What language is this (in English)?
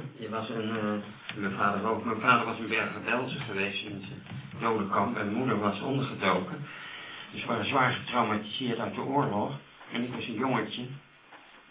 Dutch